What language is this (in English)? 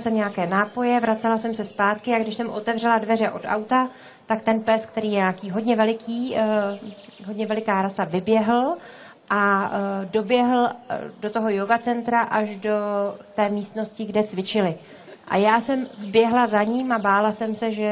Czech